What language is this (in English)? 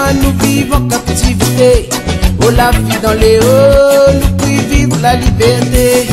Réunion Creole French